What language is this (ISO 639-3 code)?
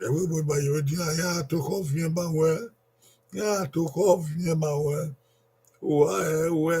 bin